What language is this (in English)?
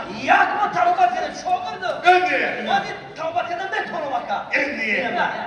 Tajik